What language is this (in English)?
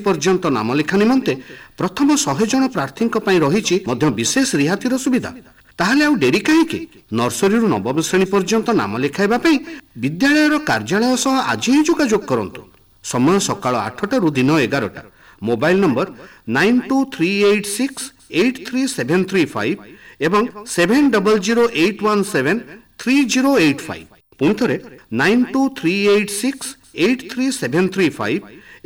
Odia